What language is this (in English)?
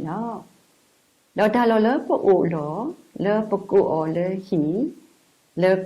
S'gaw Karen